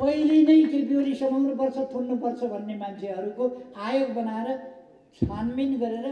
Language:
Nepali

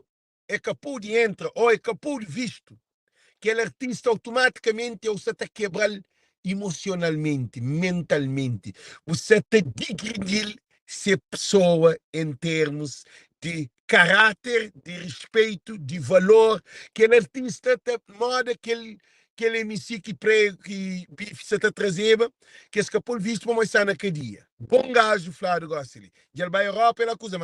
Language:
Kabuverdianu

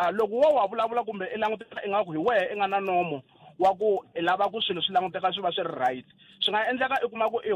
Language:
Tsonga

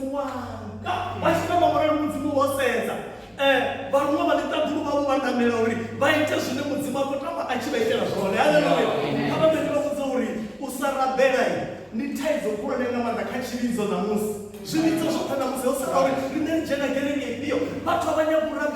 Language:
Venda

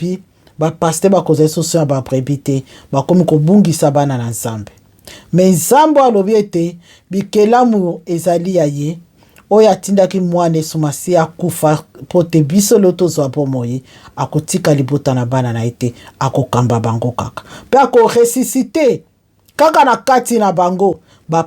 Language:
Lingala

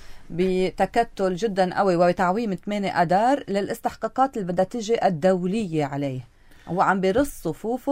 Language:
North Levantine Arabic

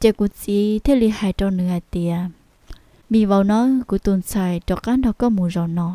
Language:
Hmong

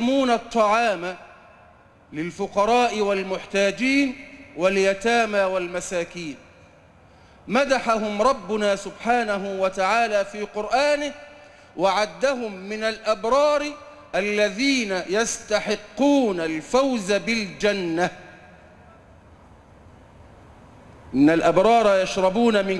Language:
Arabic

